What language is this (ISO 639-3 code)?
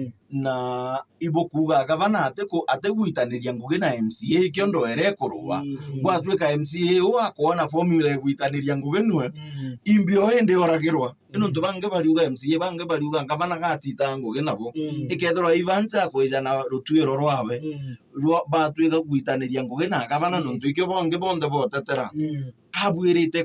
mer